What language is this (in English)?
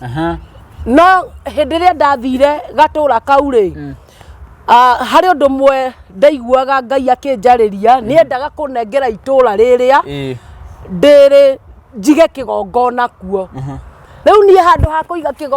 Kikuyu